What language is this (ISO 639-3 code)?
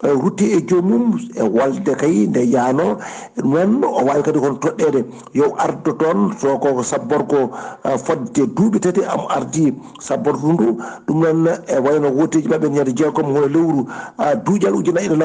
ful